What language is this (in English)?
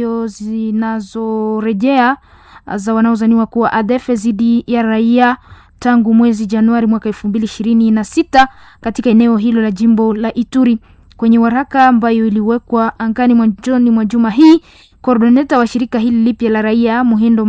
Swahili